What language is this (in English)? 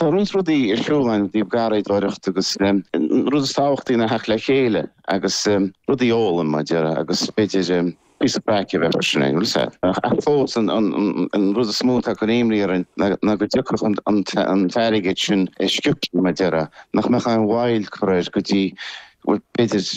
Irish